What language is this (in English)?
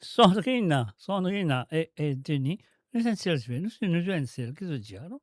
Morisyen